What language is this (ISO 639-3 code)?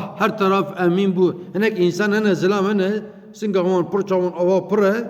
kur